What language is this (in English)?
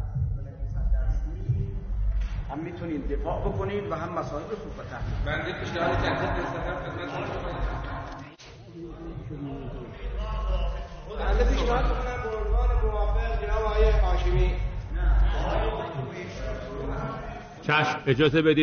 Persian